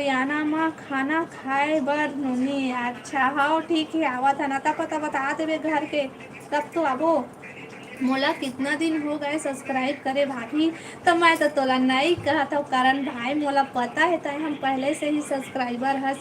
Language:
Chhattisgarhi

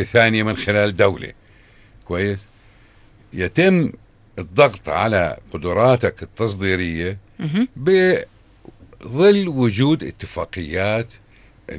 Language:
North Levantine Arabic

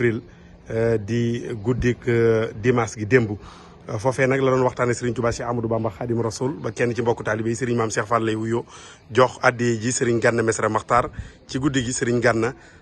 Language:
Wolof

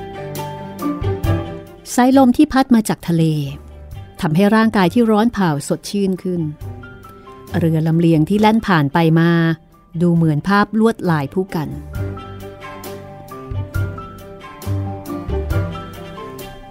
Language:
Thai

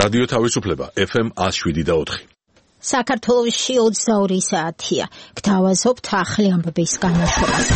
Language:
Georgian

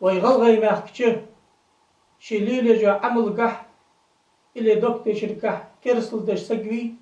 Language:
Ingush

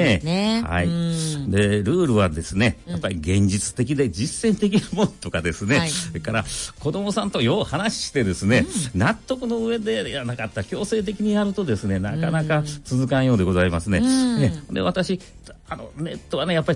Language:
Japanese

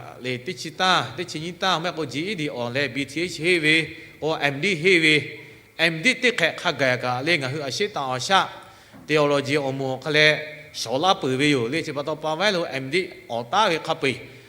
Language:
Lahu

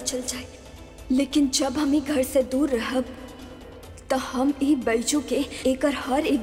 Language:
Bhojpuri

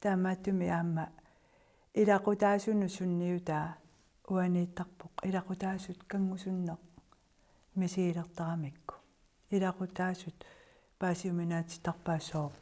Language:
Kalaallisut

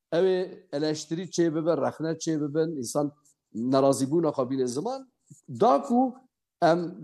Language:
Kurdish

